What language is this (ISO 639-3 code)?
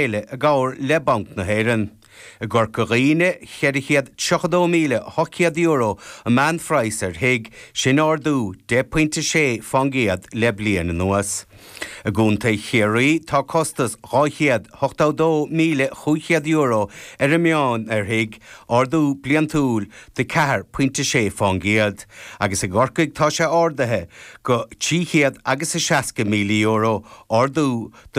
gle